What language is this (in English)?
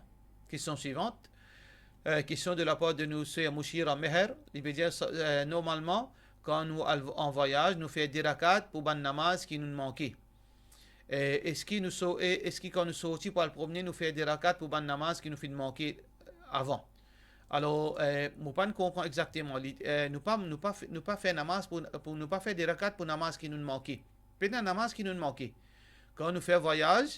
Morisyen